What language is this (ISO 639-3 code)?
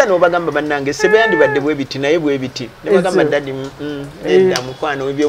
lug